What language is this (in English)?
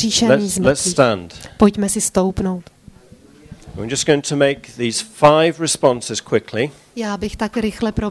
Czech